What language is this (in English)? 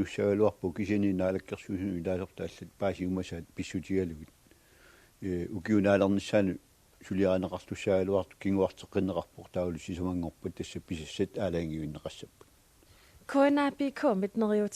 Kalaallisut